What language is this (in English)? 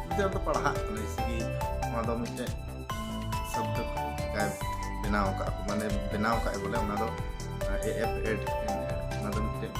Santali